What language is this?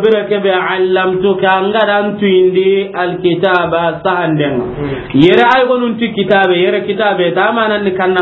Soninke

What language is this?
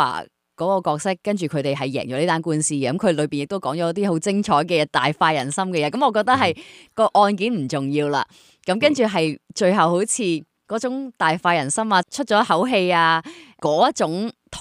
Cantonese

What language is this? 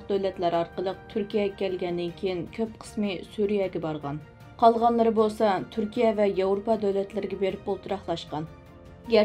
Uyghur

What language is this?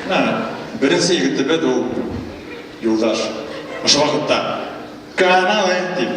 Bashkir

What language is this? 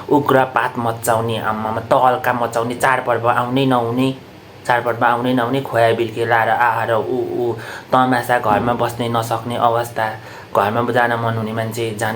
Nepali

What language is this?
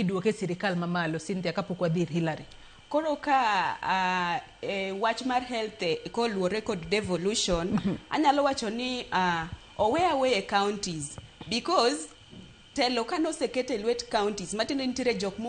Luo (Kenya and Tanzania)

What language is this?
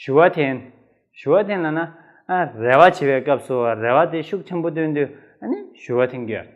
Tibetan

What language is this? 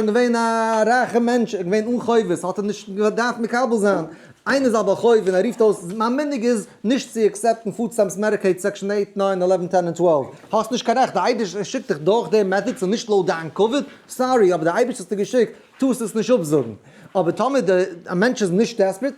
Yiddish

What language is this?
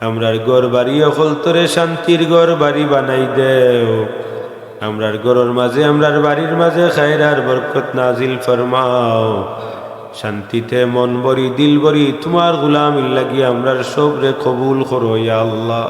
Sylheti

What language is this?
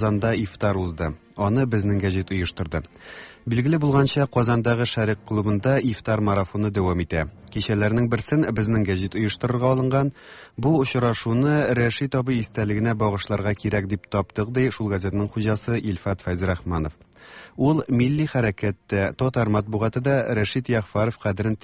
Tatar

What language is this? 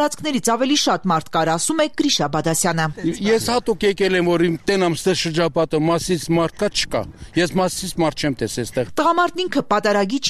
Armenian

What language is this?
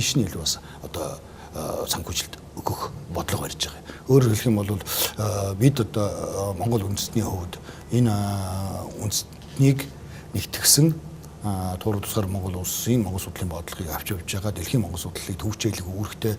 Mongolian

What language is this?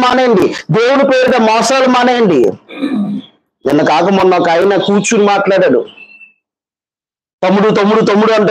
Telugu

